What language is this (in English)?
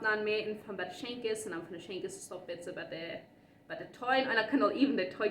Plautdietsch